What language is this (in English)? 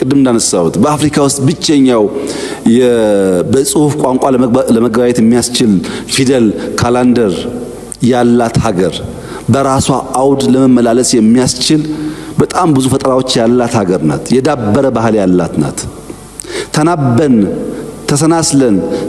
Amharic